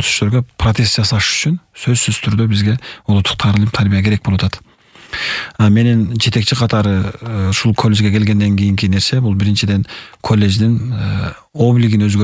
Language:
Kyrgyz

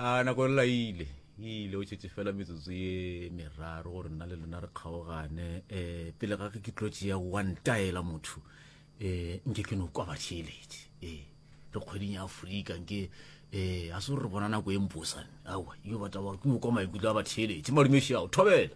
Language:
Northern Sotho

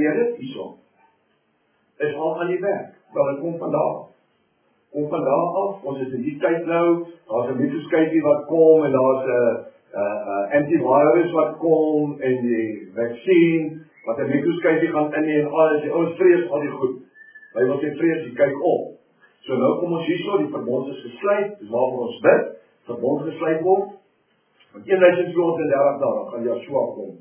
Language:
Afrikaans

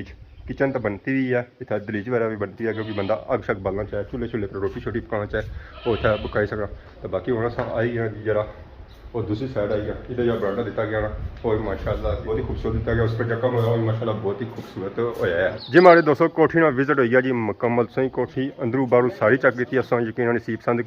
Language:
Pahari-Potwari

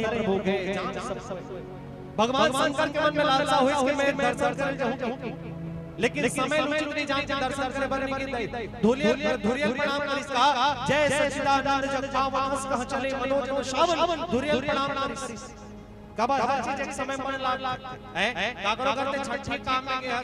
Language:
Chhattisgarhi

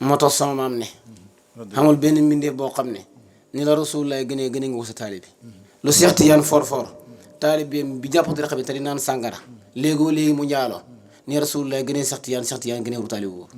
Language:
Wolof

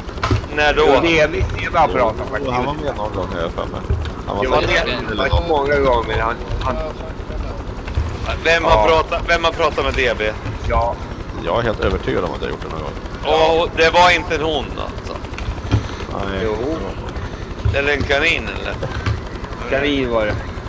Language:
Swedish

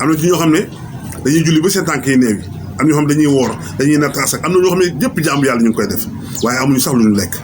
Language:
Wolof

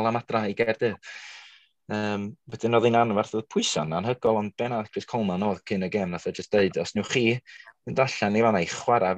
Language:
Welsh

